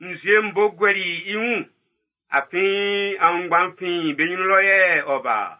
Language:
Baoulé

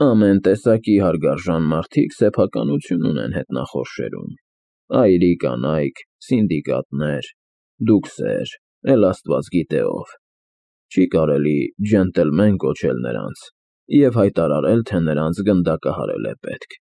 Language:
Armenian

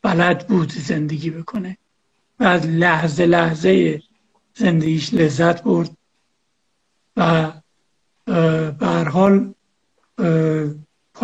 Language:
Persian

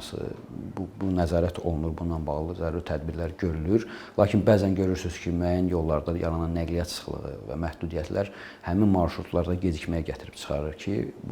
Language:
Azerbaijani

